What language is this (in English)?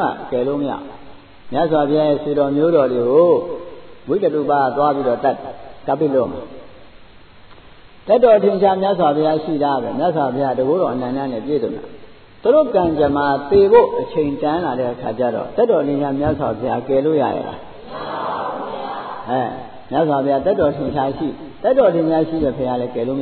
Burmese